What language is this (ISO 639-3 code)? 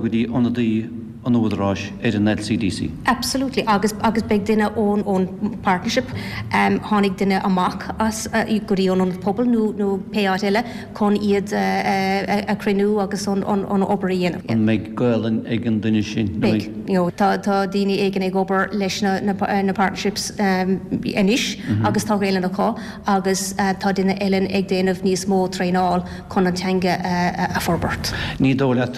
gle